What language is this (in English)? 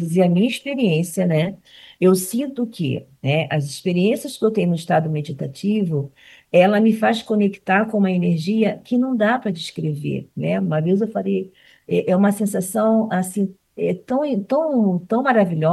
Portuguese